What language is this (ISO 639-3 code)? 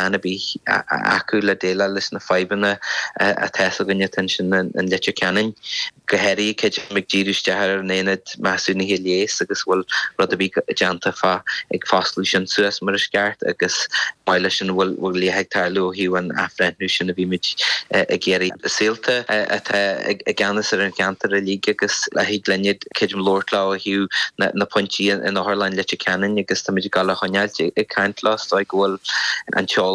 gle